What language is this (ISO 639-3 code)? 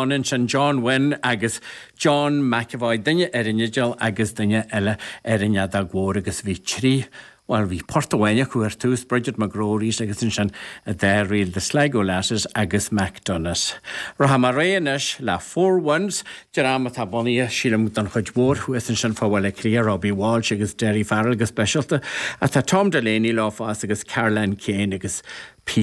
gle